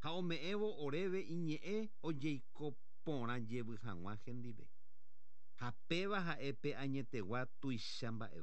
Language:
Guarani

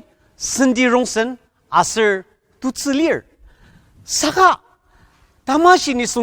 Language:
Ao Naga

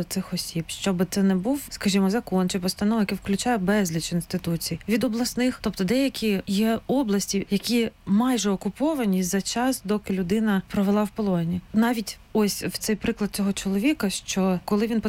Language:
Ukrainian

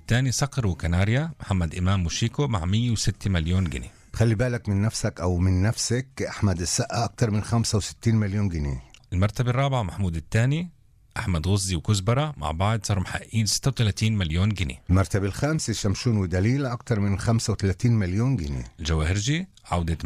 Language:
Egyptian Arabic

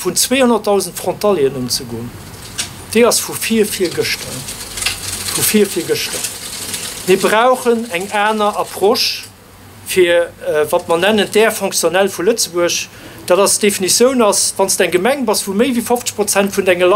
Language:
Luxembourgish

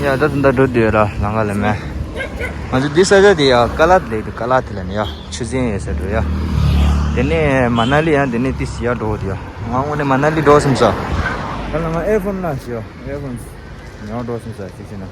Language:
Tibetan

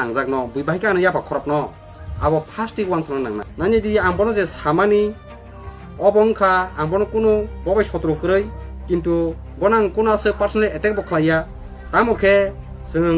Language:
Kok Borok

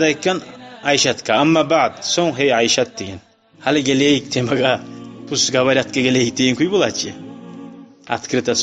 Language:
Kumyk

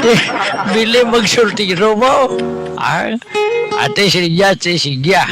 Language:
Hiligaynon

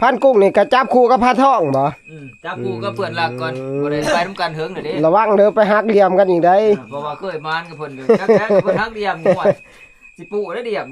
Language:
Northeastern Thai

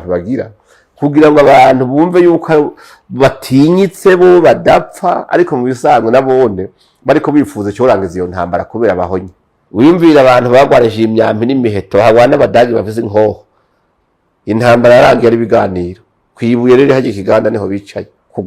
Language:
Rundi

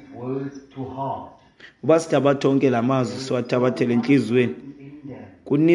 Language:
Xhosa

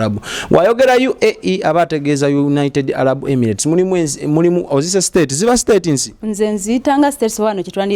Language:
Ganda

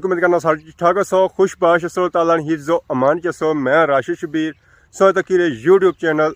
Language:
Pahari-Potwari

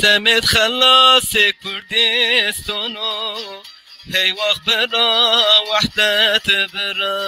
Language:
Zaza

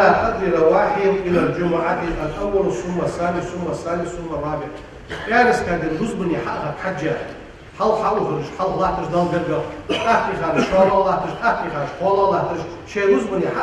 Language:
Ingush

